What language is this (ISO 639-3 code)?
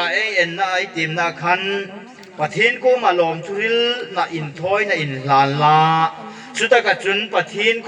hmr